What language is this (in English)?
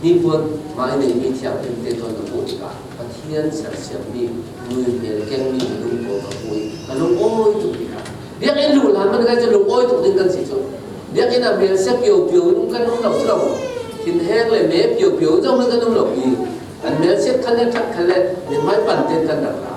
Falam Chin